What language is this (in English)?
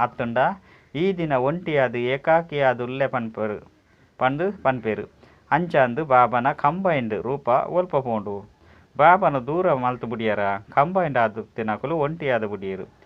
Tulu